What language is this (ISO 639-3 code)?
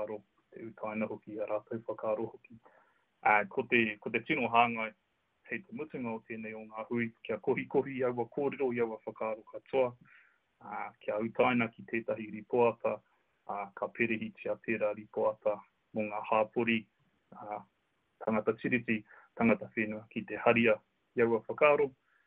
mri